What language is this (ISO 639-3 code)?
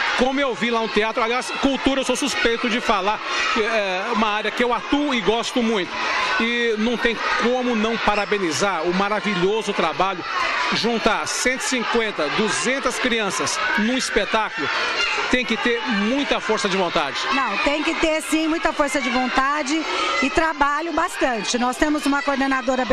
por